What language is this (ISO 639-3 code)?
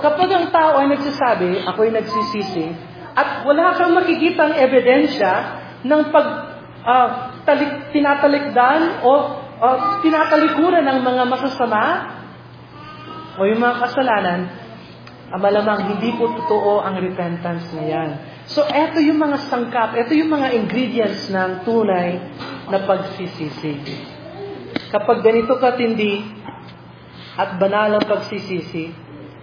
fil